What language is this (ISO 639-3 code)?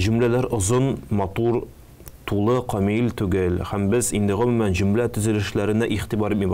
tat